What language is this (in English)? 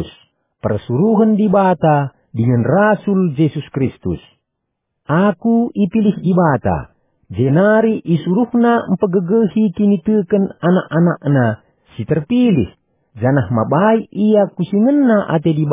Batak Karo